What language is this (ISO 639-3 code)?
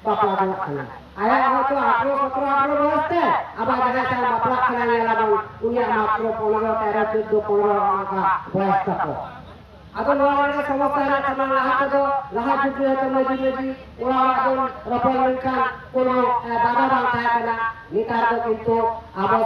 sat